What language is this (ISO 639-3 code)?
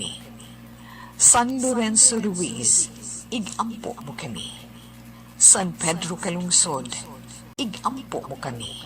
hil